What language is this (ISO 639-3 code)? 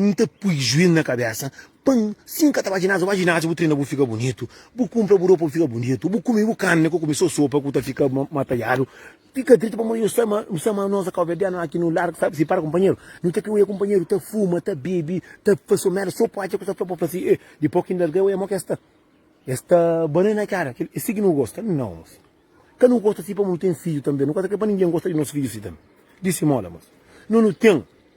kea